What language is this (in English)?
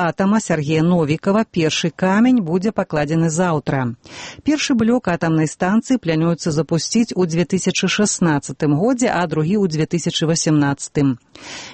Belarusian